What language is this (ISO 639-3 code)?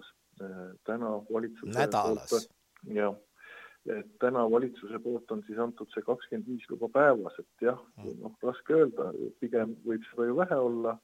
est